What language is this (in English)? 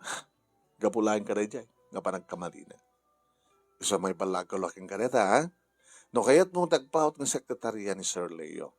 Iloko